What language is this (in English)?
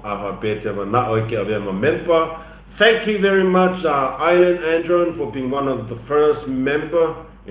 Samoan